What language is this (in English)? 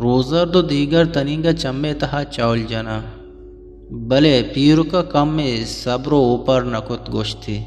Eastern Balochi